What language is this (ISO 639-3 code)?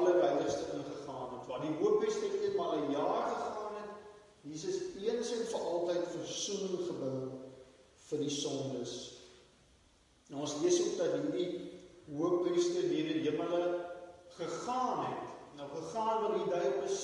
afr